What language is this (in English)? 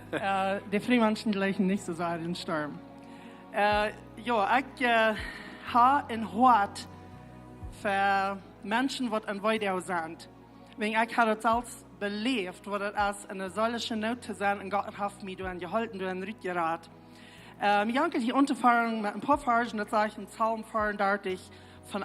Plautdietsch